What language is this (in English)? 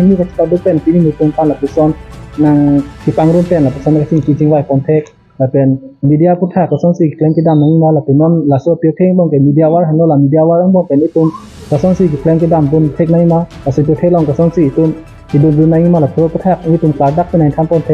Karbi